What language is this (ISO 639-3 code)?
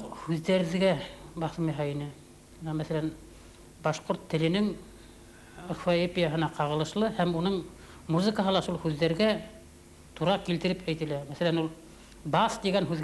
bak